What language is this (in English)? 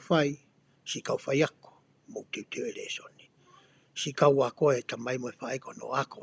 Tongan